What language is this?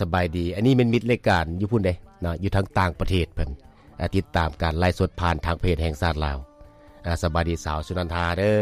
Lao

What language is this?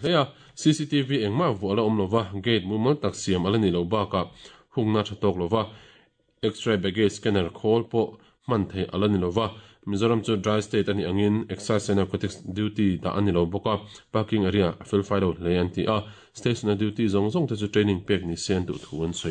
Mizo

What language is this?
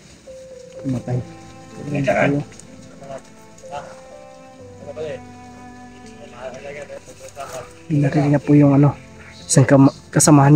Filipino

